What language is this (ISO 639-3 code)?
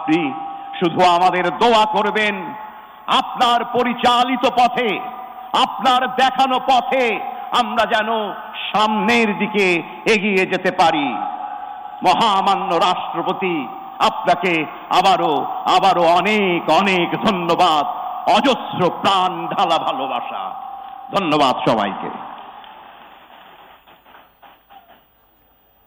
ben